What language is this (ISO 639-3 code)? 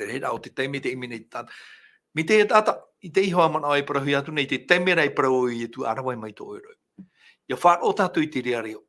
tah